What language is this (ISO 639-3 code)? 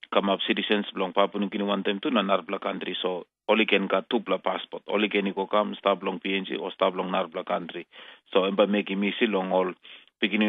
tpi